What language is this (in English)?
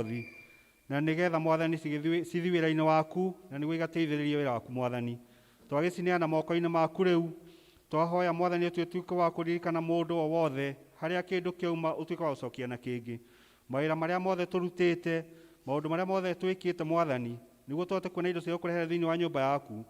Kikuyu